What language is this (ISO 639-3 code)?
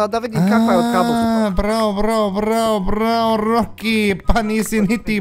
bos